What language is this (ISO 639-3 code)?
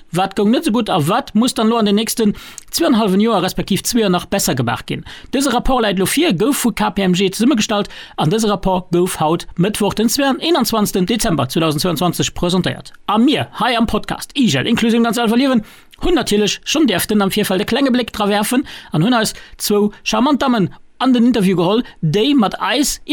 ltz